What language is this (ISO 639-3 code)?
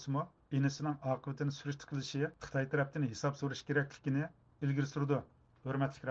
uig